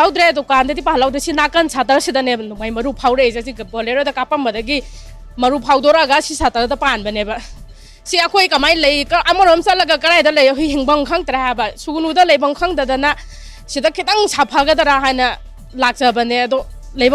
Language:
Manipuri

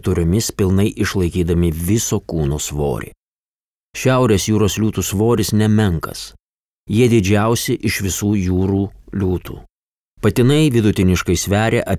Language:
Lithuanian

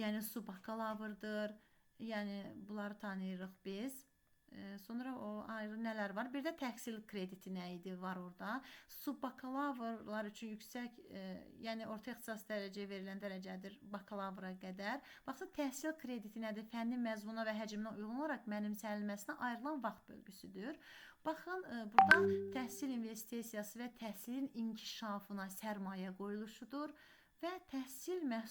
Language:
Azerbaijani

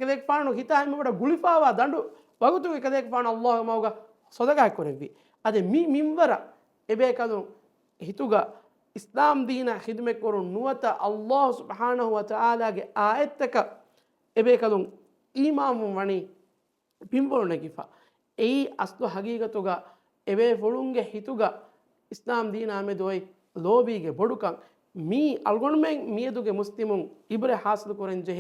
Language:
Divehi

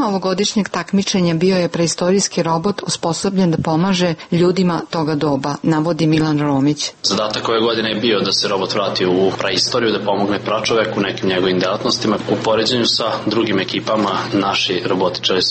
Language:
Serbian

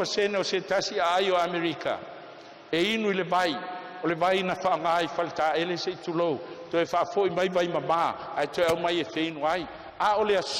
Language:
Samoan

